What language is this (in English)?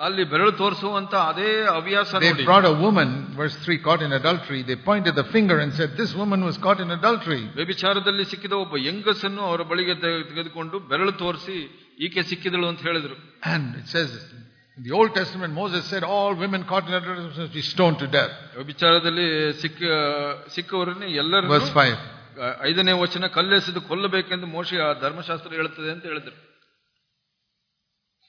Kannada